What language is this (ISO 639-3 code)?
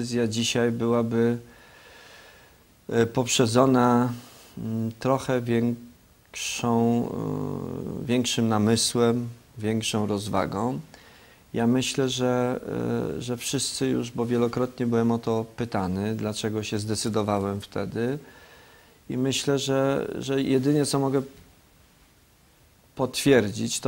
pol